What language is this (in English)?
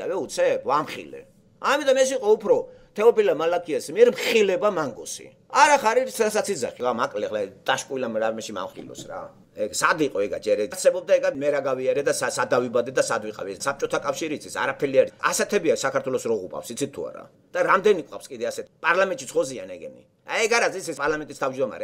Georgian